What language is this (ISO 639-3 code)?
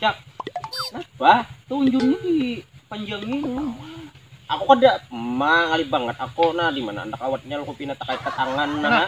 bjn